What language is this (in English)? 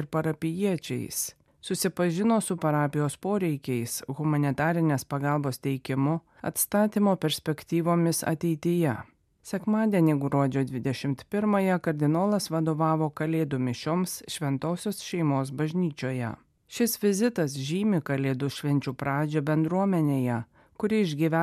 Lithuanian